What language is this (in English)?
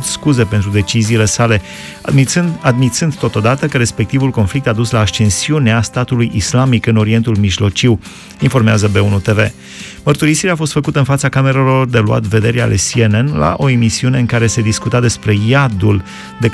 Romanian